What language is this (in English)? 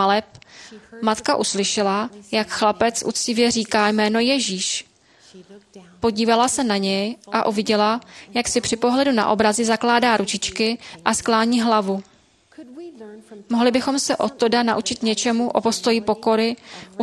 Czech